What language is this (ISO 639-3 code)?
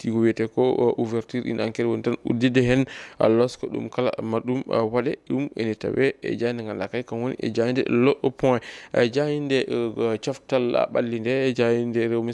ful